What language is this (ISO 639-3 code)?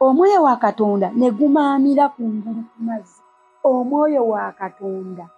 lug